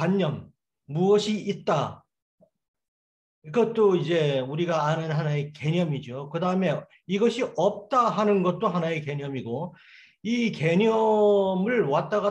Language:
Korean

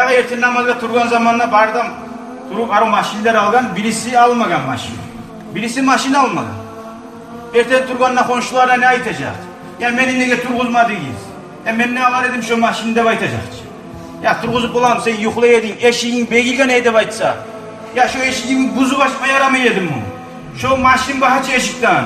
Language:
Kumyk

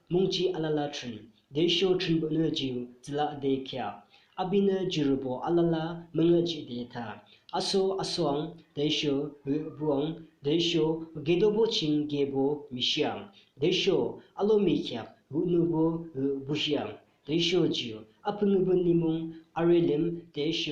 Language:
Yimchungru Naga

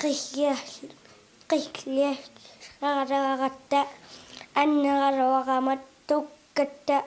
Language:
Kalaallisut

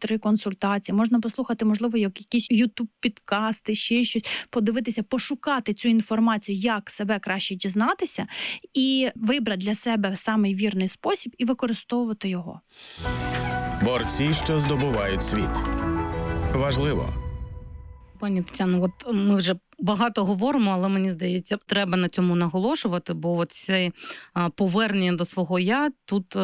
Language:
Ukrainian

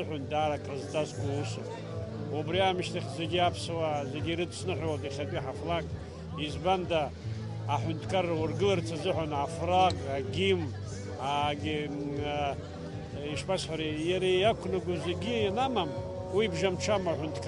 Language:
Abkhazian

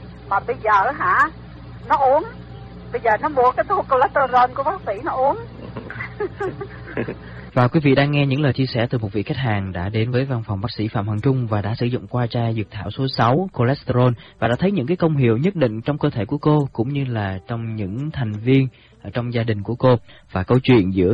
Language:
Vietnamese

